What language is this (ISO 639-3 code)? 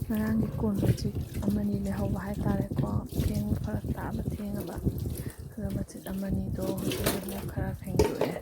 mni